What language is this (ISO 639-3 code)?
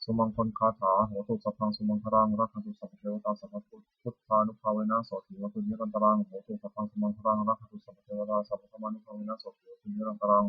pli